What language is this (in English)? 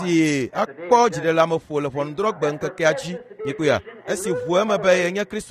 Ewe